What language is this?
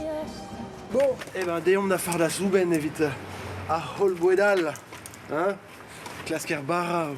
Breton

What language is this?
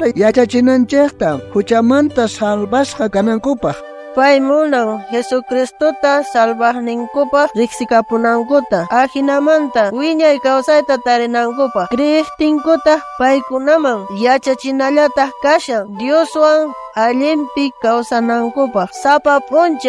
South Bolivian Quechua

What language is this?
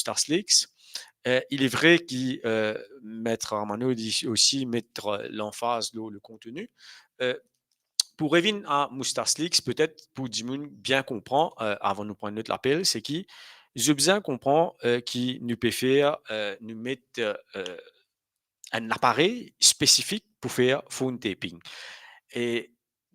Morisyen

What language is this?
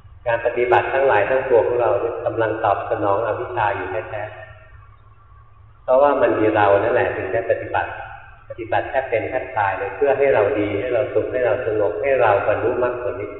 Thai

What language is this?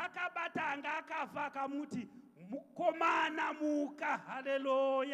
Shona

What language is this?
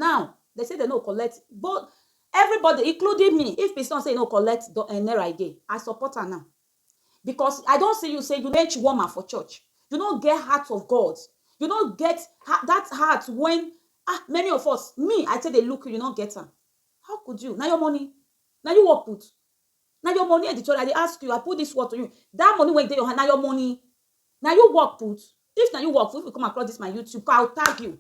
Nigerian Pidgin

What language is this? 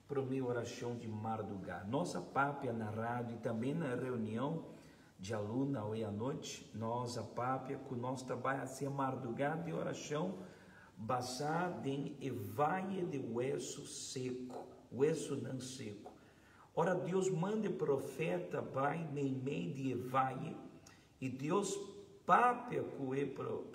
Papiamento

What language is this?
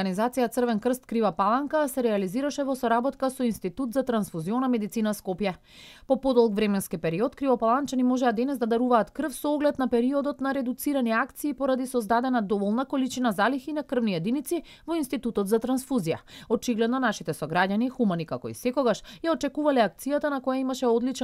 Macedonian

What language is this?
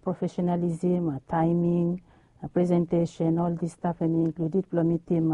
Bislama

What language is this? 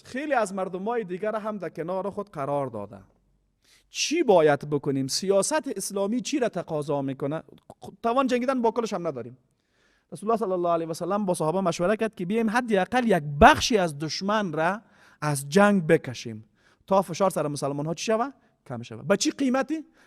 Persian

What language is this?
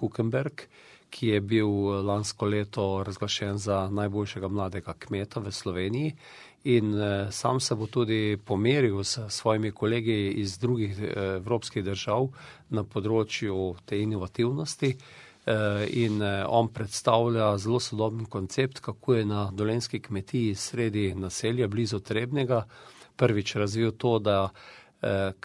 Slovenian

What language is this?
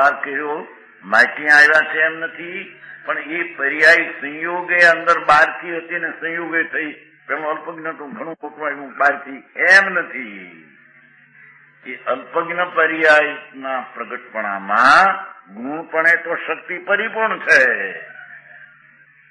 Gujarati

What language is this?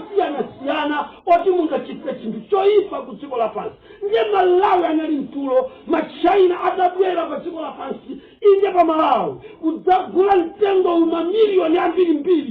Nyanja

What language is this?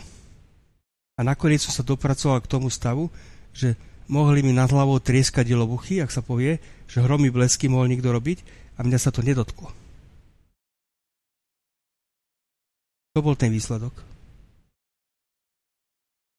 Slovak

